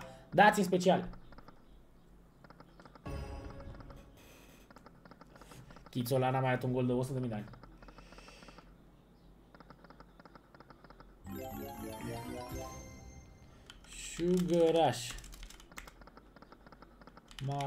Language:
Romanian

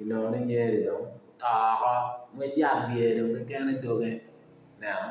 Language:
Acoli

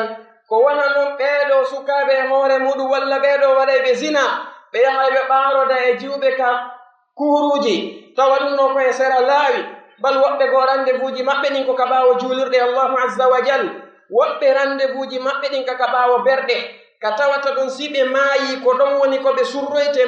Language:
Pular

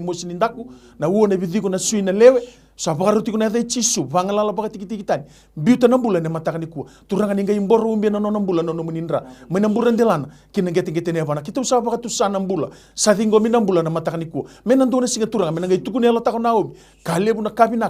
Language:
Fijian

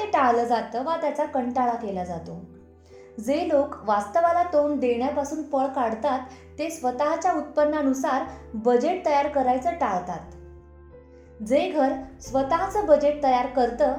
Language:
Marathi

